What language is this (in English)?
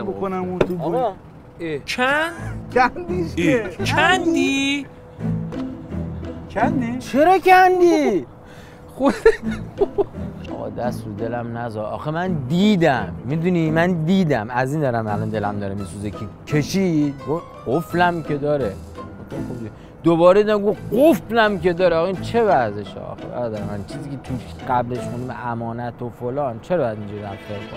Persian